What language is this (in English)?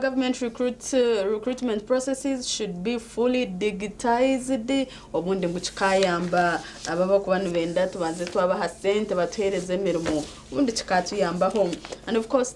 Nyankole